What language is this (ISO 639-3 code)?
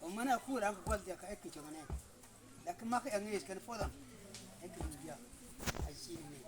mfz